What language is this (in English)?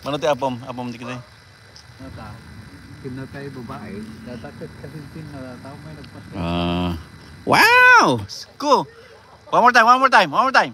Iloko